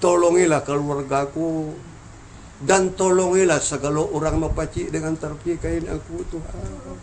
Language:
Minangkabau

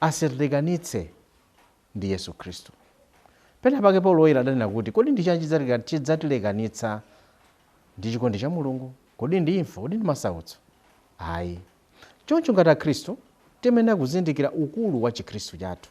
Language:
Nyanja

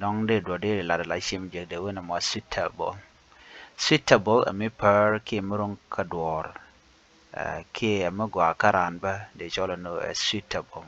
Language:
Nuer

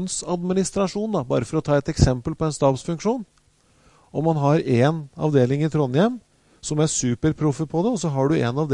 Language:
Norwegian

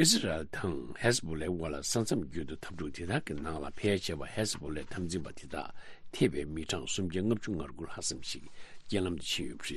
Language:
Tibetan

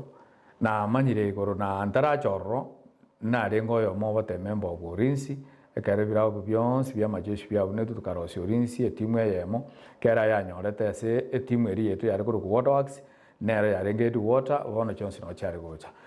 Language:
Gusii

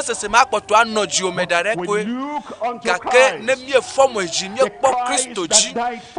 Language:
Ewe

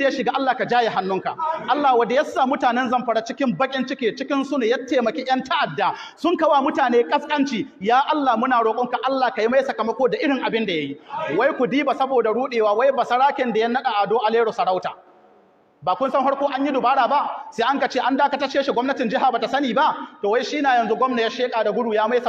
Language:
Hausa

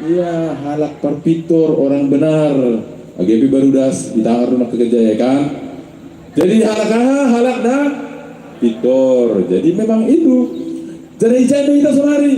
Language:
Batak Simalungun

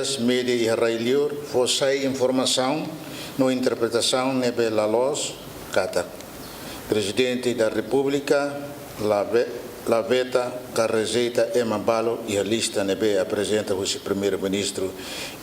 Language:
Tetum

